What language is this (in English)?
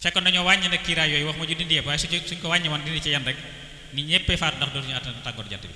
Wolof